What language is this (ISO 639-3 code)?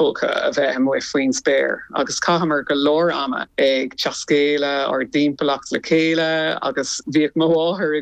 gle